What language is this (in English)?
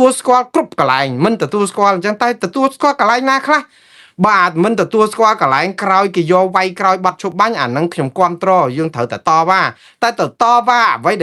Khmer